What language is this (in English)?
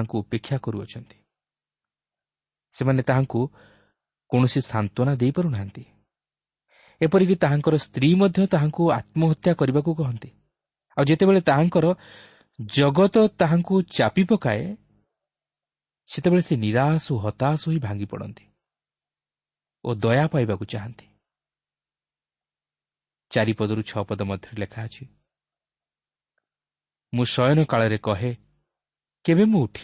Odia